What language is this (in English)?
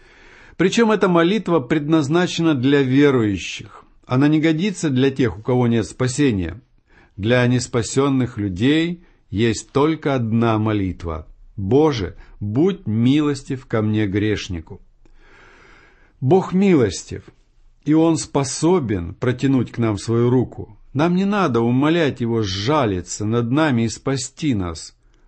Russian